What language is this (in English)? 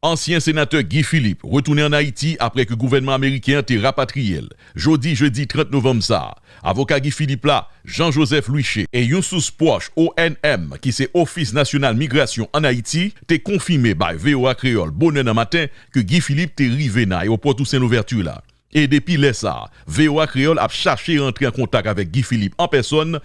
Haitian Creole